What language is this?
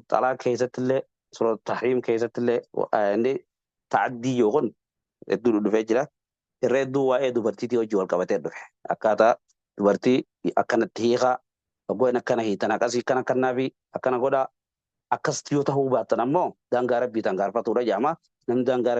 Oromo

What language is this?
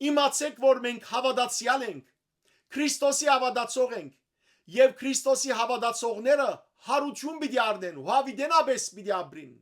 Western Armenian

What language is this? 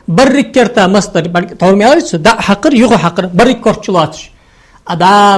Ingush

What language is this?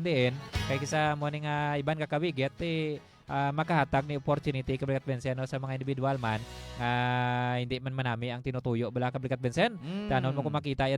Hiligaynon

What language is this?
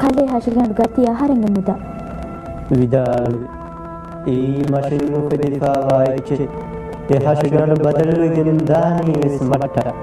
Divehi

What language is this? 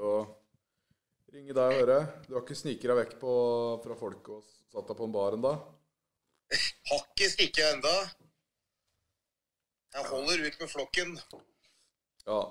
Norwegian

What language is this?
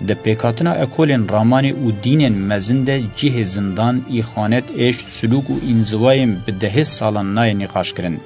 Kurdish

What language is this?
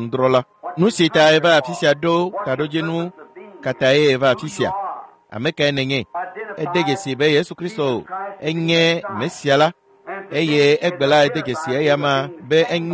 Ewe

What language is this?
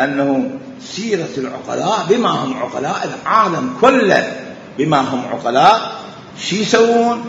Mesopotamian Arabic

